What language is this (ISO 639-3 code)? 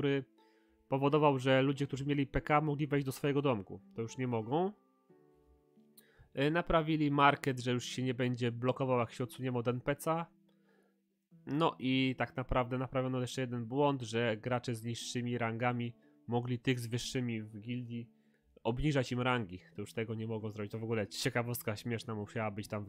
pol